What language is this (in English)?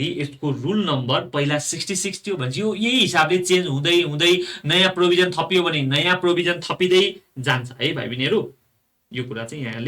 Nepali